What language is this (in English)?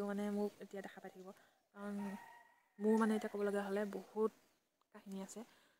Assamese